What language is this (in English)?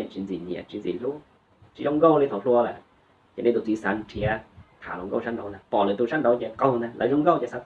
Hmong